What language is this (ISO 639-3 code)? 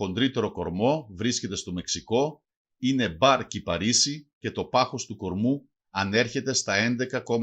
mkd